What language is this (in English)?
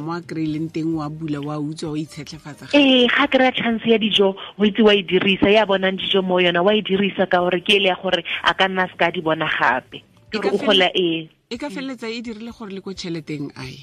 Tswana